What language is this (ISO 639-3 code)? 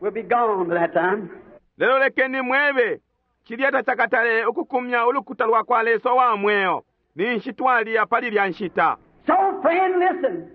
bem